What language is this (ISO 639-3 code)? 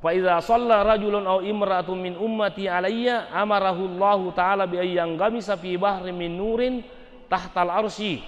bug